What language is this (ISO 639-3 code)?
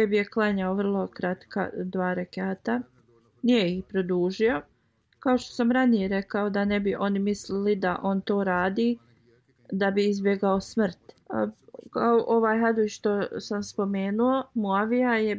bos